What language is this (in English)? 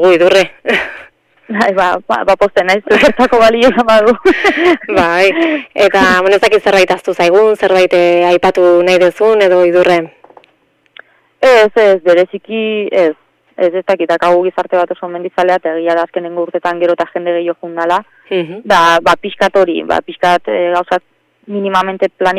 Basque